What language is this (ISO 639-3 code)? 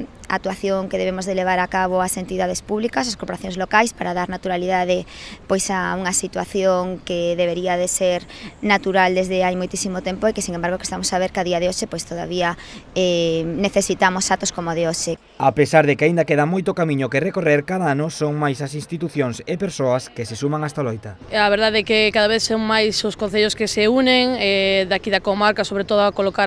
glg